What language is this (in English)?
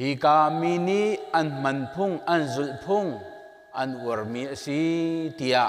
Hakha Chin